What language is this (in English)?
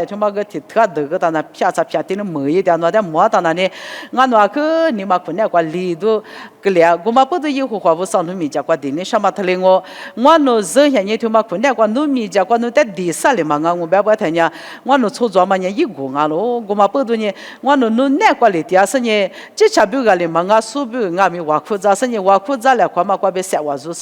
Lisu